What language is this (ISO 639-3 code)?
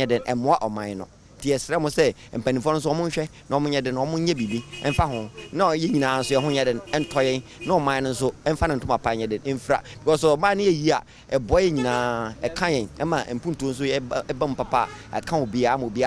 aka